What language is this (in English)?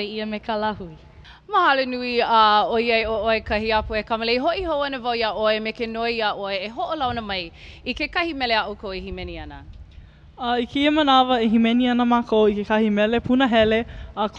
Hawaiian